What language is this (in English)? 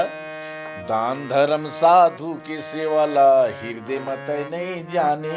Chhattisgarhi